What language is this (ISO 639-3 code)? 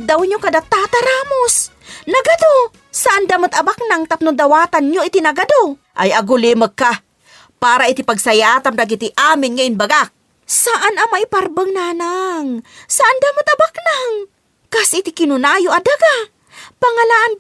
ilo